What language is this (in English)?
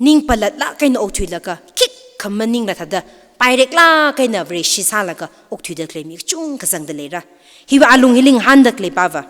Tangkhul Naga (India)